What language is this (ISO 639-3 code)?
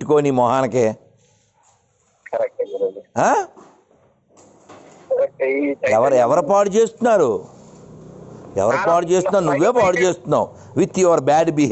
tel